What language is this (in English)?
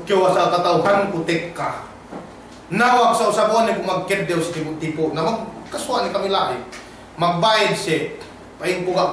Yakan